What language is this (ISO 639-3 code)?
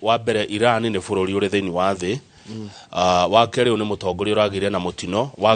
kik